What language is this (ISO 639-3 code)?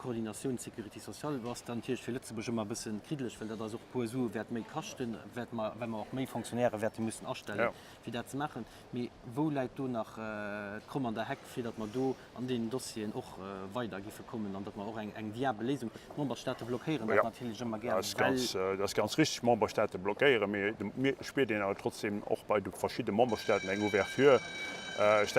ltz